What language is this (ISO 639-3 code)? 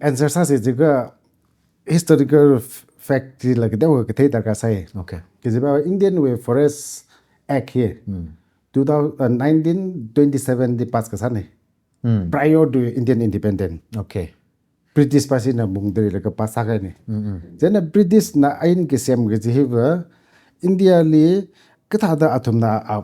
nmf